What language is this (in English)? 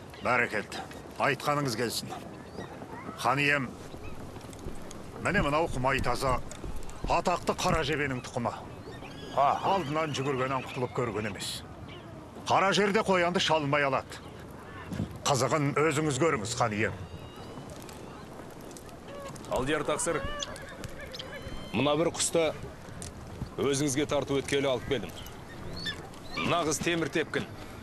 Kazakh